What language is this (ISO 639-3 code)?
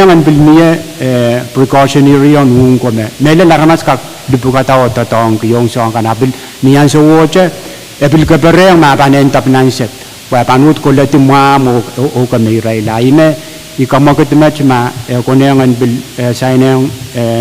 pon